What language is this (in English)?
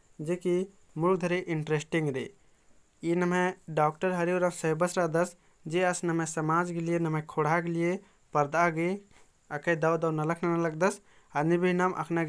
Kurukh